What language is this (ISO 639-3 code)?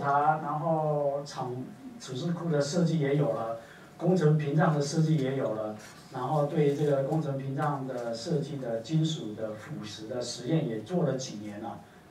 zho